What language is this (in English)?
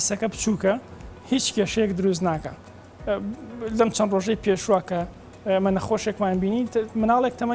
Central Kurdish